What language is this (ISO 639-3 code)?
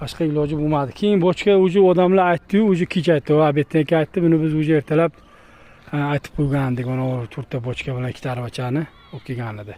uzb